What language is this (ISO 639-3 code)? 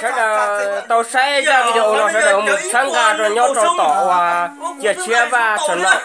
hmn